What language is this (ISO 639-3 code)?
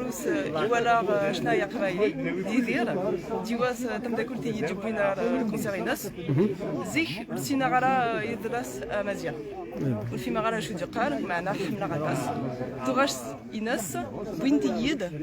kab